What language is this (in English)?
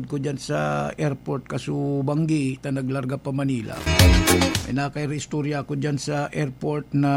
Bikol